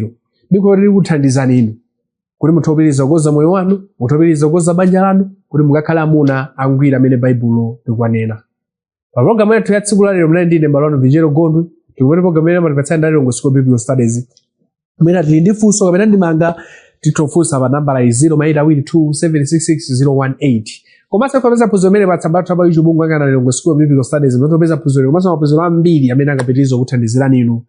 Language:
Nyanja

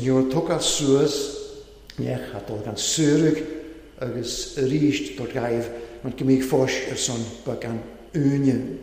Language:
Welsh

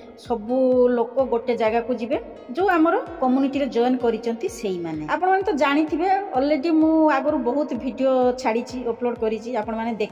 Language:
Odia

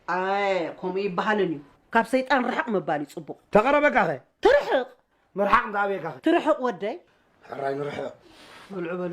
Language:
Tigrinya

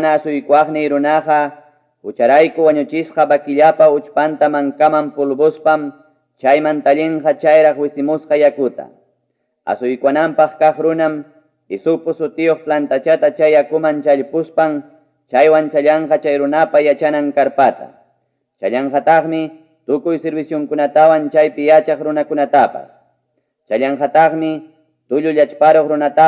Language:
Ayacucho Quechua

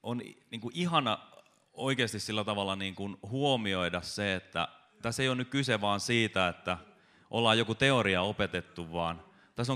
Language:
Finnish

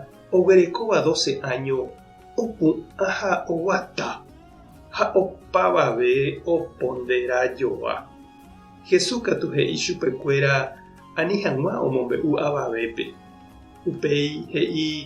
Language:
Guarani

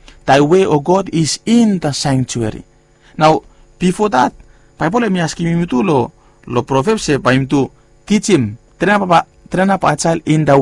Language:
Bislama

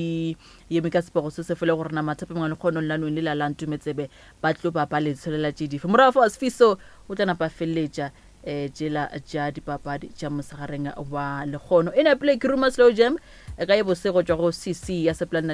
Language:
Northern Sotho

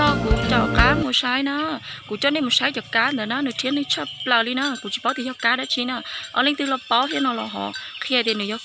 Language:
Hmong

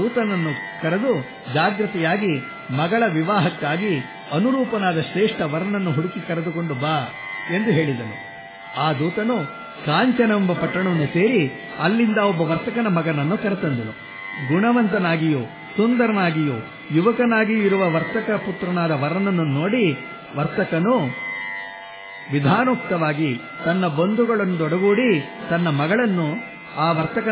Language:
Kannada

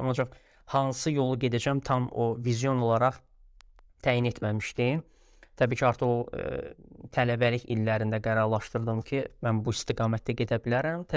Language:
Azerbaijani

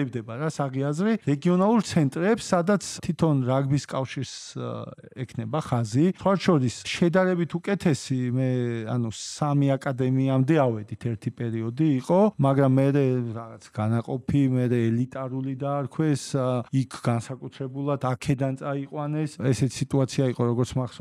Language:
Georgian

